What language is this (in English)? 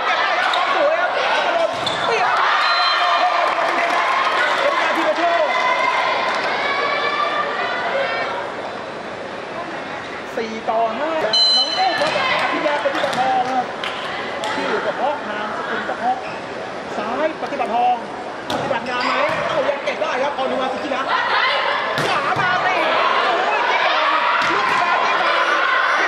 Thai